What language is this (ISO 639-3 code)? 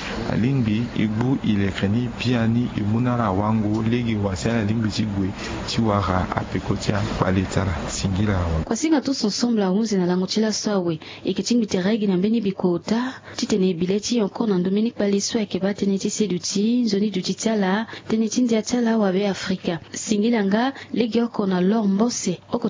sag